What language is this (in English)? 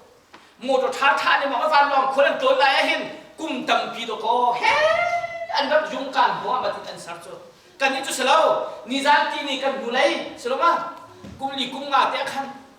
Hakha Chin